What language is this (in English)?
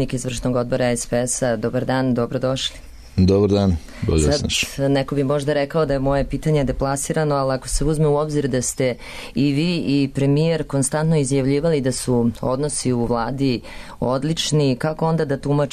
Serbian